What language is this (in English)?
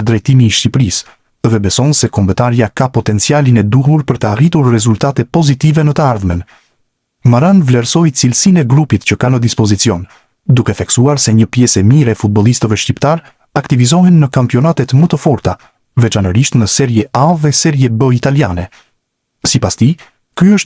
Albanian